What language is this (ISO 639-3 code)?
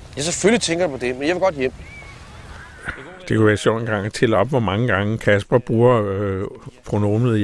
dan